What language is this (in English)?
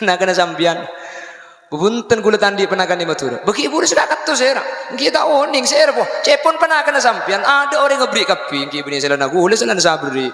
Madurese